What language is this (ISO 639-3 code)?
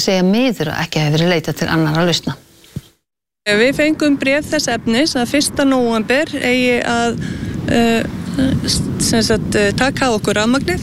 isl